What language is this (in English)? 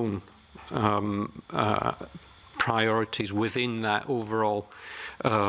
English